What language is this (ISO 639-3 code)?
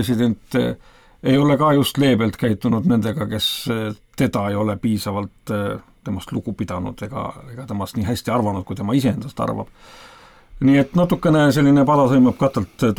est